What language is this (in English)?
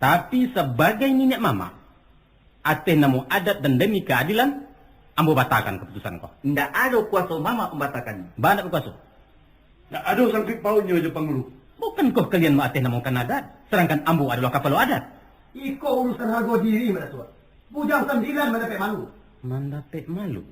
Minangkabau